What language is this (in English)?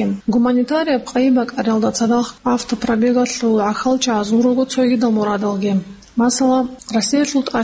Avaric